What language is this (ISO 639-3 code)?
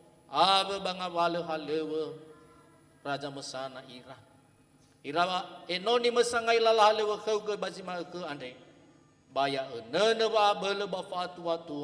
nia